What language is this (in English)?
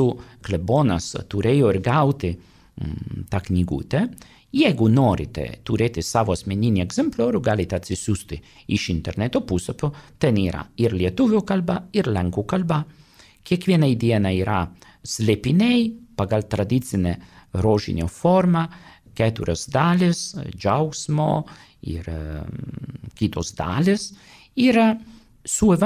Lithuanian